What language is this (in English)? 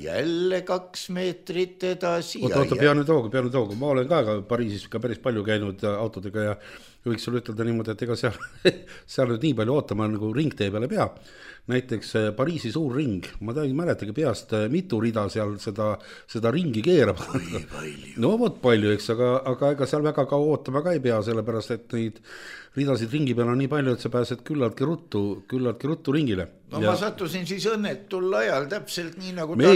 Estonian